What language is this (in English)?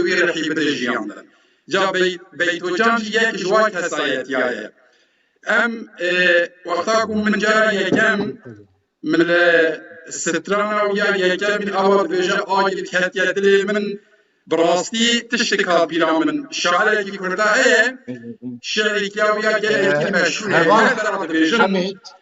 Kurdish